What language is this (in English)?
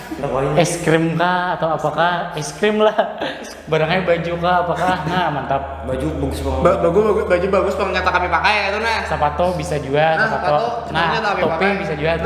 Banjar